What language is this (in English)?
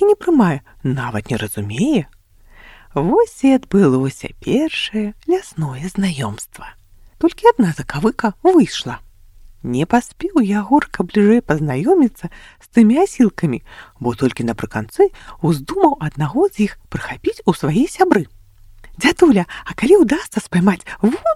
Belarusian